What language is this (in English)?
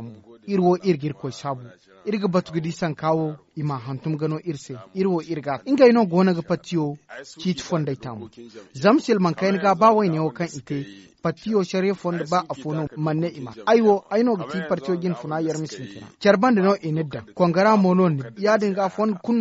Zarma